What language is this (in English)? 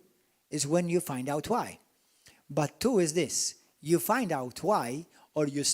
English